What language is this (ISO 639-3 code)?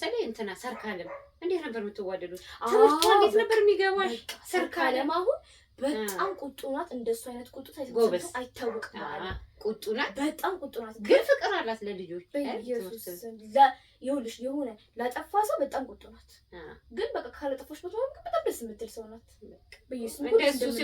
amh